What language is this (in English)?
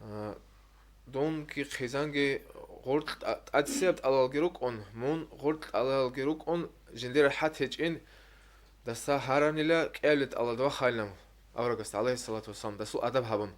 Avaric